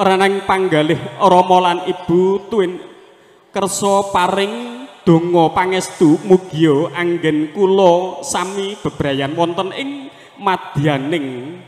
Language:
Javanese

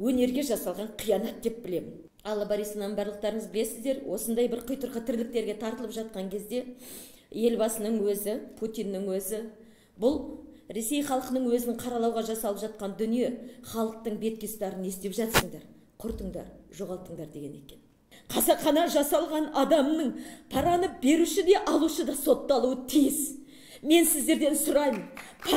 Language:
Kazakh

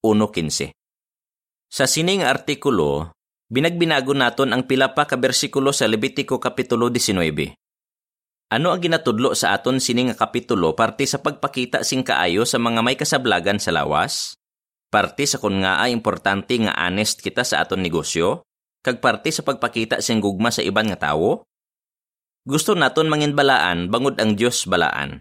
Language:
Hiligaynon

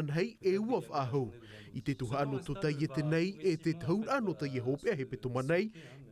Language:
Tahitian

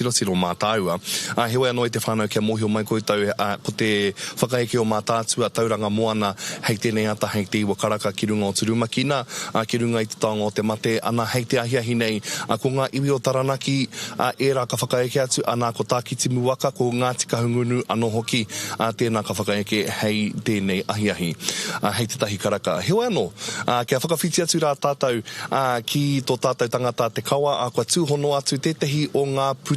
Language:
Māori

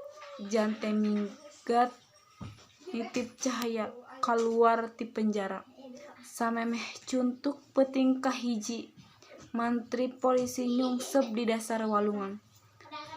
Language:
Sundanese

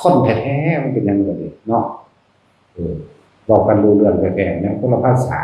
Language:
Northeastern Thai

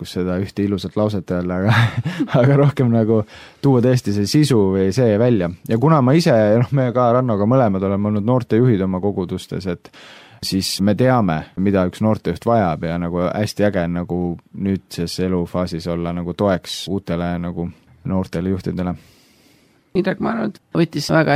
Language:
Estonian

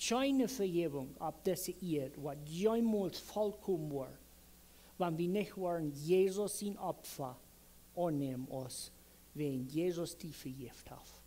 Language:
Plautdietsch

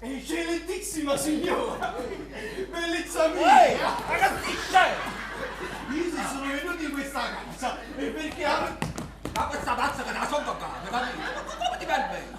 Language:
Neapolitan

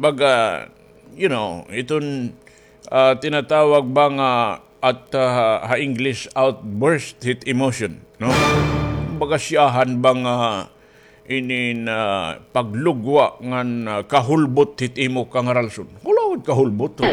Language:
Waray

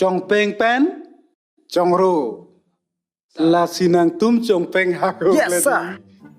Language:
Karbi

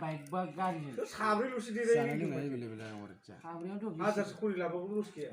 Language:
Bodo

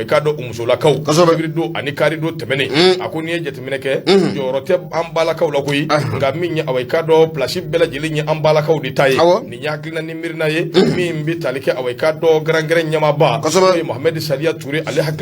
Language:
Bambara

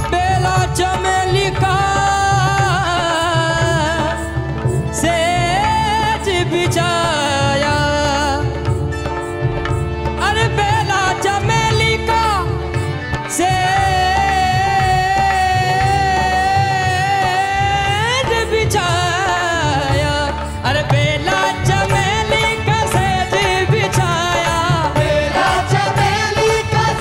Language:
Bhojpuri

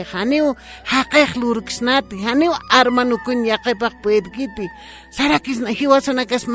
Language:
Aymara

